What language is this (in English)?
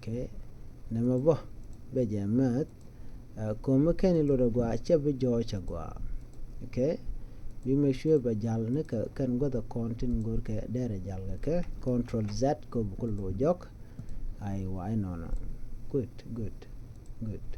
Nuer